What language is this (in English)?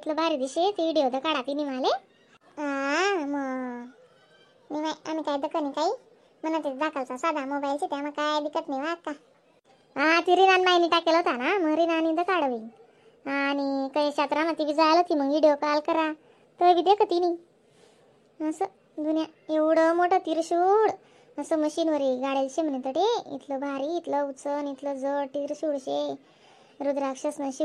Khandesi